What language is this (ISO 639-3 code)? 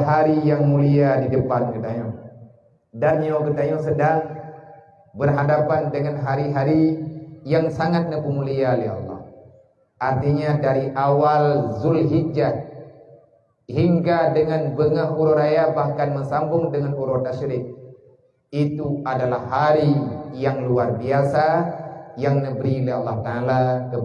ace